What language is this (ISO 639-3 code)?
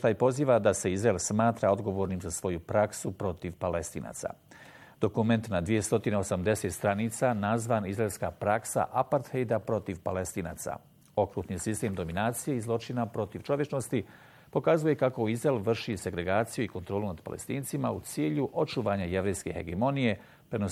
bos